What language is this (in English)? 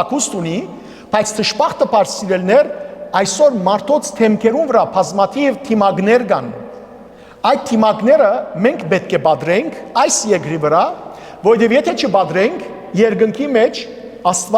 Western Armenian